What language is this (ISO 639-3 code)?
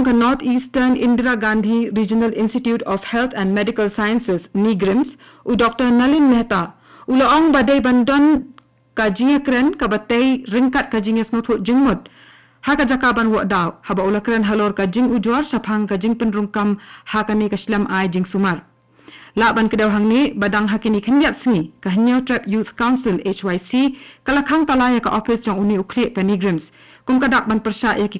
kha